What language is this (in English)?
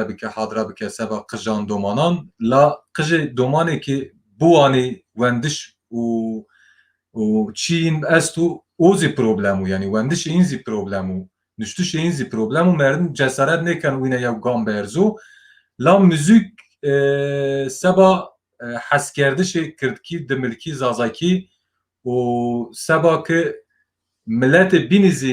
Zaza